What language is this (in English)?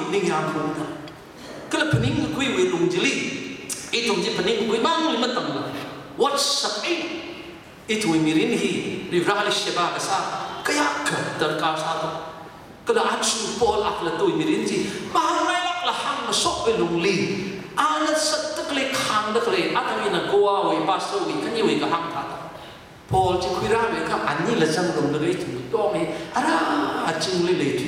Tangkhul Naga (India)